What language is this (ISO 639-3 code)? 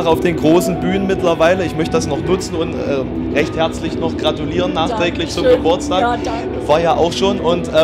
deu